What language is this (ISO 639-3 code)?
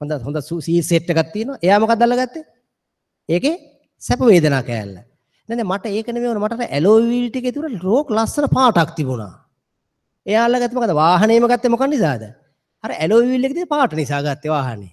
sin